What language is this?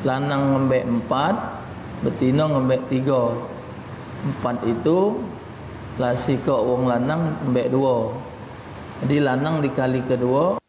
Musi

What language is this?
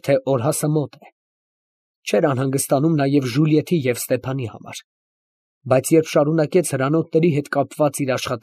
Armenian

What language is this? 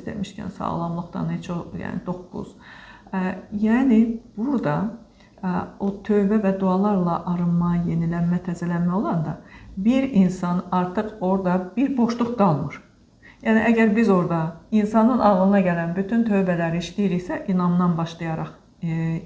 Azerbaijani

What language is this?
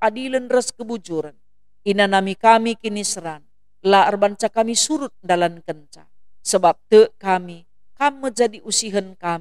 Batak Karo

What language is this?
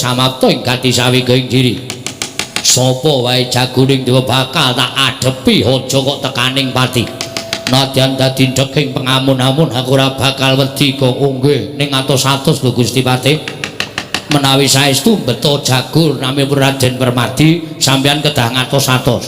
Javanese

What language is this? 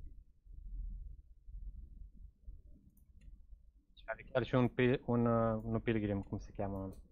Romanian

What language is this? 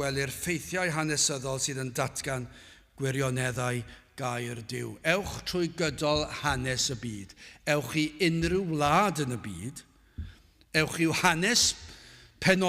Welsh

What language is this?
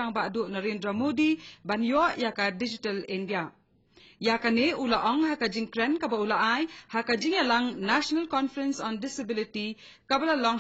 Khasi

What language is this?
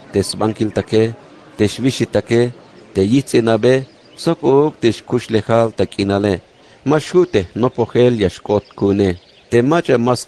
Tzeltal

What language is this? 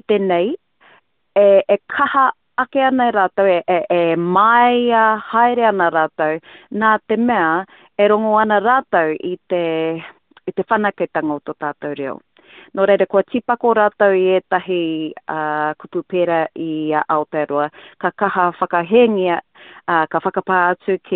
Māori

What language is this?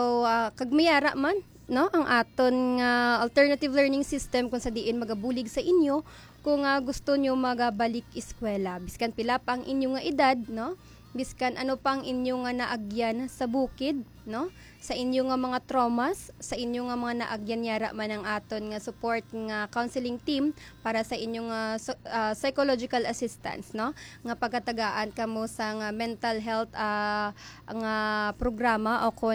Hiligaynon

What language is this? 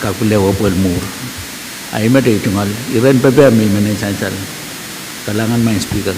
Pohnpeian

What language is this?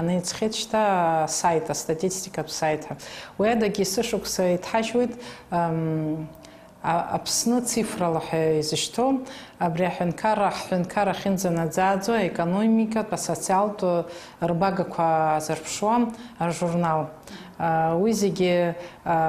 Abkhazian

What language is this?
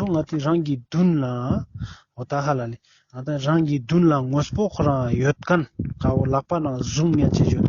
Ladakhi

